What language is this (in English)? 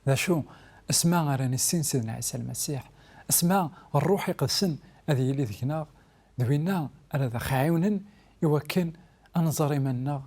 Kabyle